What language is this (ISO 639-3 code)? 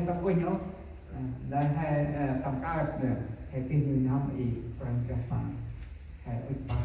cmo